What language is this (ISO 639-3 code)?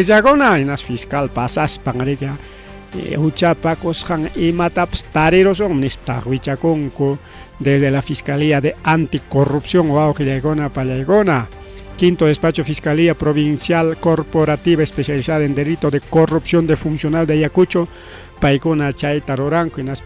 quy